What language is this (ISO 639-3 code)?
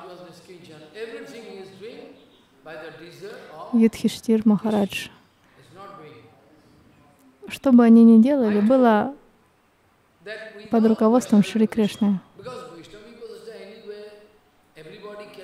rus